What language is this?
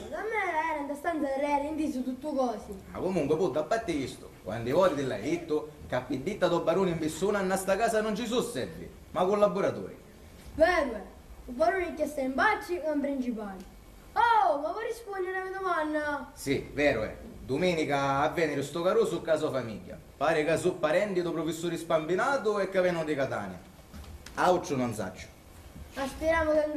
Sicilian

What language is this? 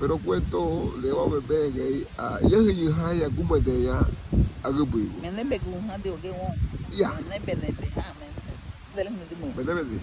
Garifuna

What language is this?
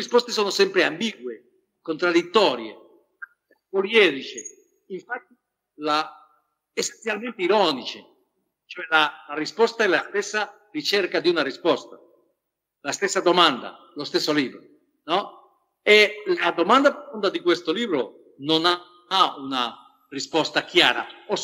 Italian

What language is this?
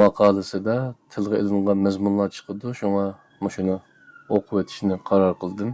Uyghur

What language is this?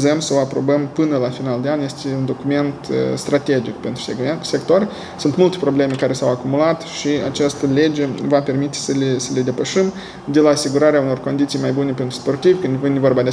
Romanian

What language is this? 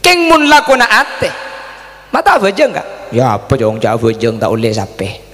Madurese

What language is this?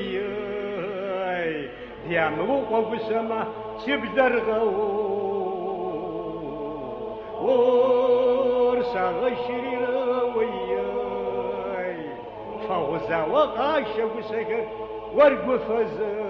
Kabardian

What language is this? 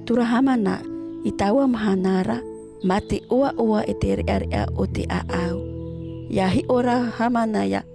Tahitian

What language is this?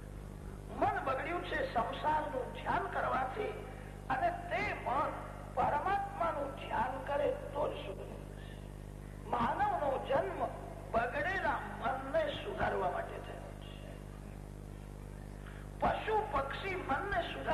Gujarati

